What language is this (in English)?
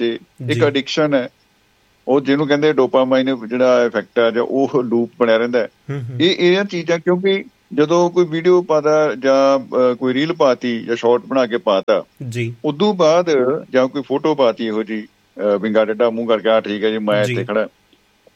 Punjabi